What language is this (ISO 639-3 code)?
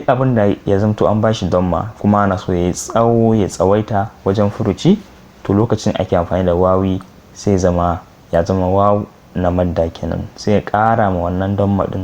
hau